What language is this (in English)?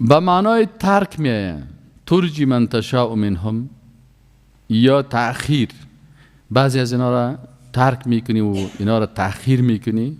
Persian